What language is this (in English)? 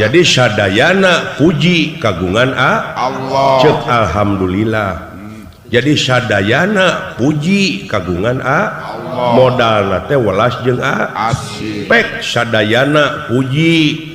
Sundanese